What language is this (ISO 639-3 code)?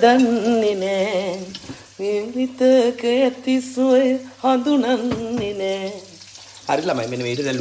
sin